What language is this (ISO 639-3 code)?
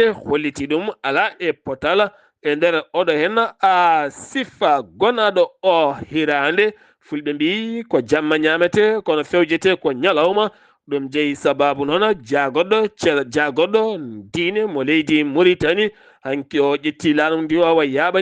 ful